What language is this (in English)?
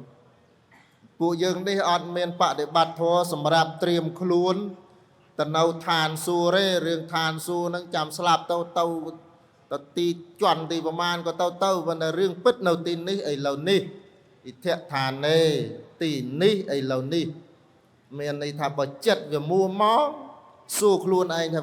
Khmer